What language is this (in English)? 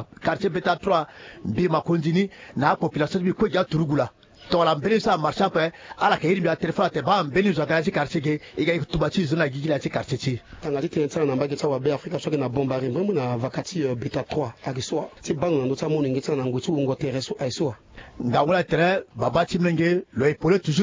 Sango